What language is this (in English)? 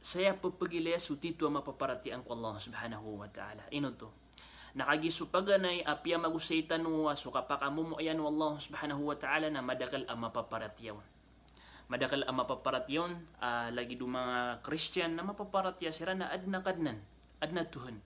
Maranao